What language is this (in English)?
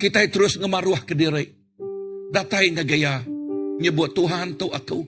Iban